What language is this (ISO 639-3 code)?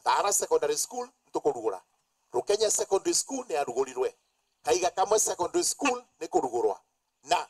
mer